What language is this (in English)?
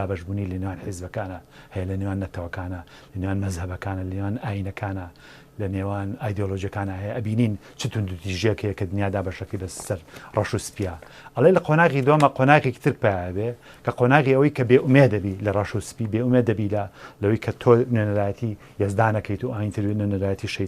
Central Kurdish